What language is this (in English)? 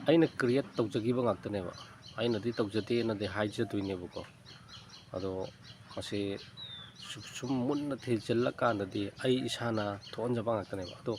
Manipuri